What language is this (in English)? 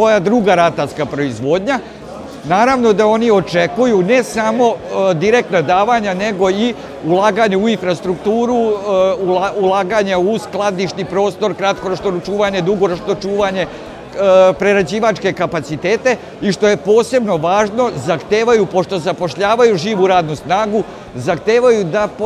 Serbian